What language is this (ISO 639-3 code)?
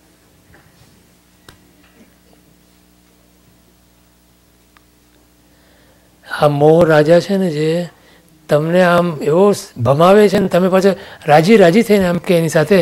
guj